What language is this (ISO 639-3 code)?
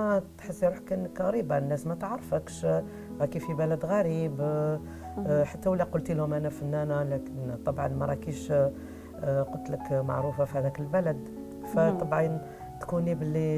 arq